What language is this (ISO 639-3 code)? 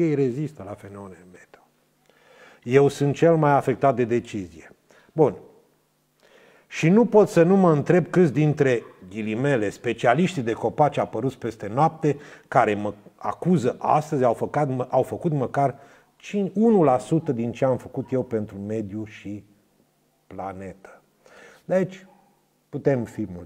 ron